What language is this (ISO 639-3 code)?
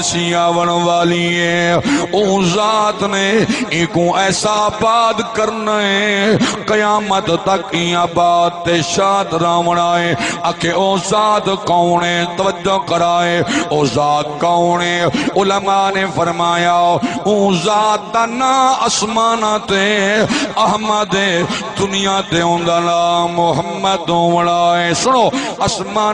skr